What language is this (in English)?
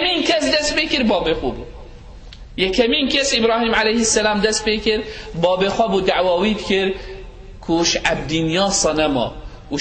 Kurdish